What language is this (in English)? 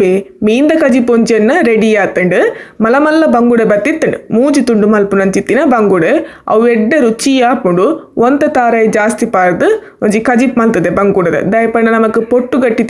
Tulu